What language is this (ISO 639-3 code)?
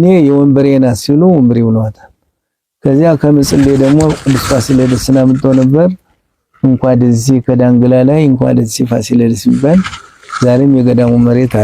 amh